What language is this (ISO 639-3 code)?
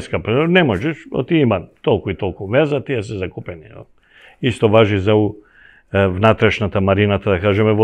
mkd